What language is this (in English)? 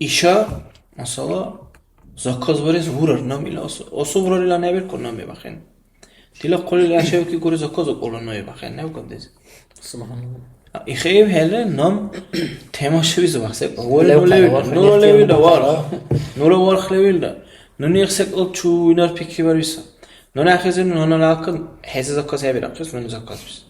Dargwa